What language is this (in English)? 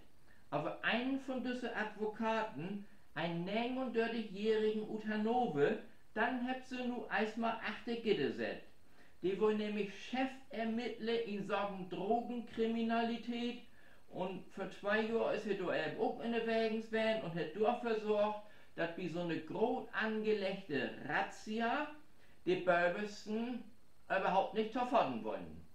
Low German